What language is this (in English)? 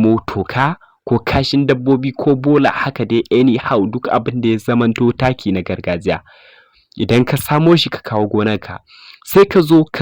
Hausa